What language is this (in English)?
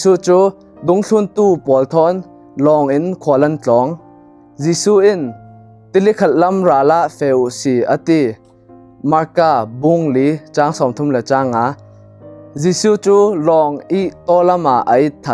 Falam Chin